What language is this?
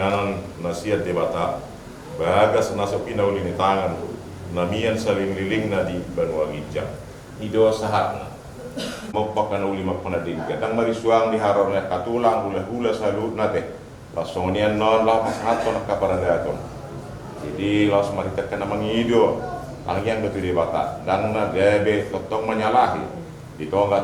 Batak Toba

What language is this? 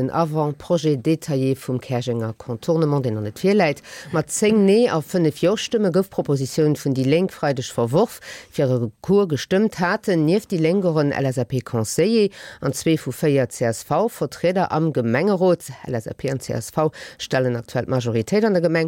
Luxembourgish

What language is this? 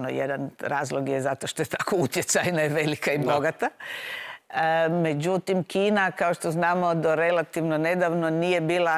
Croatian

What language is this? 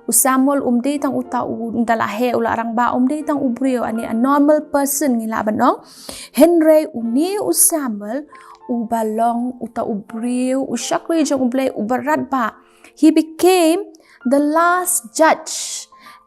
Khasi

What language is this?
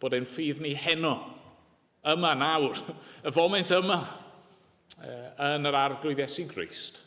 Welsh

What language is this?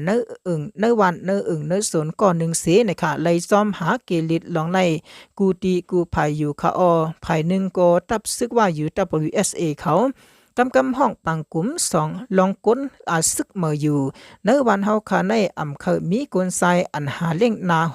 Shan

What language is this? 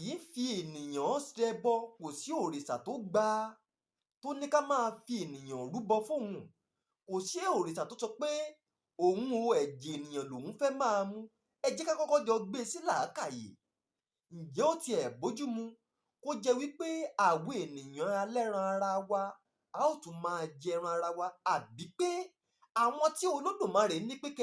Yoruba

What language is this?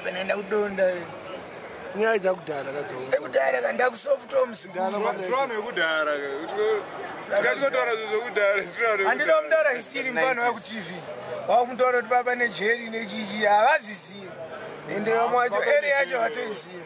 Shona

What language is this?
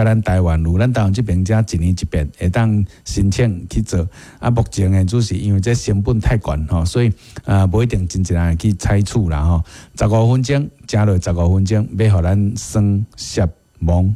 Min Nan Chinese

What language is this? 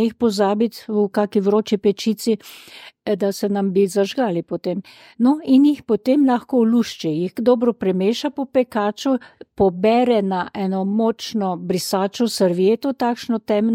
Slovenian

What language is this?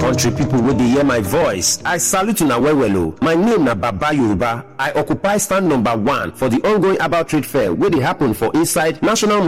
Nigerian Pidgin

